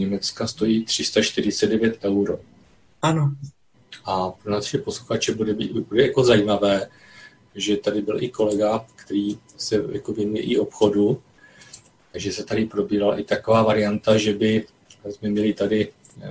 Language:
Czech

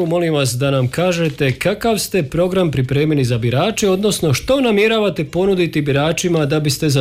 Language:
Croatian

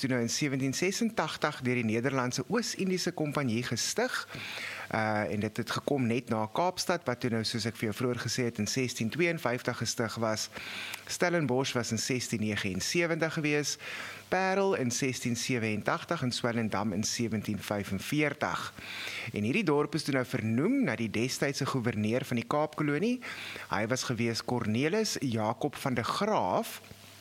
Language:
Afrikaans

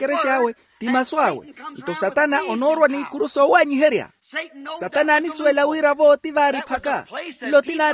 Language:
Makhuwa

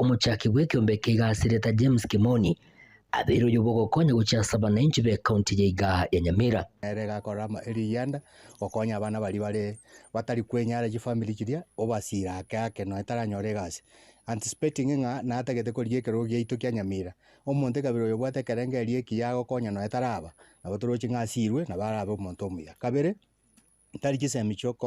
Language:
Gusii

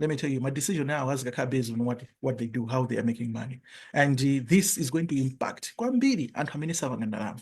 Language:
Nyanja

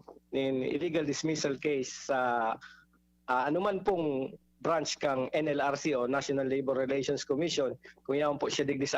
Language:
Bikol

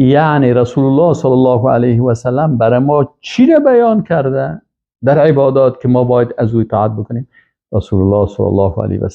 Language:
Persian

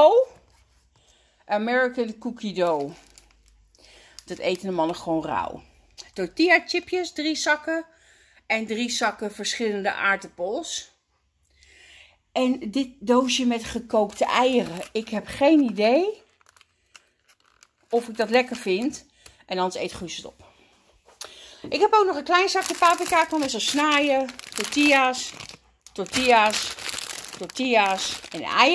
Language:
Dutch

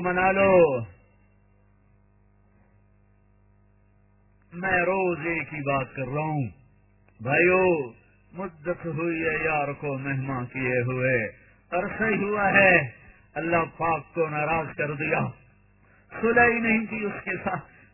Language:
Urdu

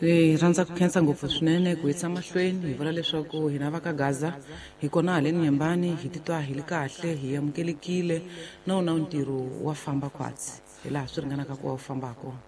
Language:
Tsonga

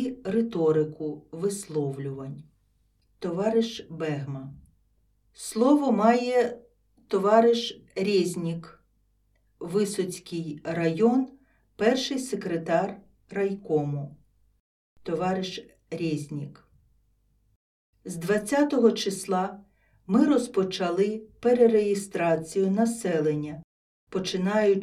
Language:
Ukrainian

